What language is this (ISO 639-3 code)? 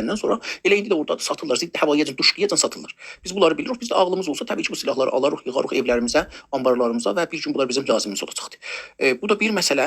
azb